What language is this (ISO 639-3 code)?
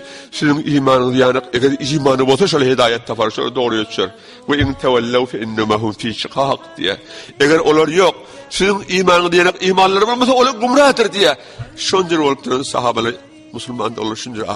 tuk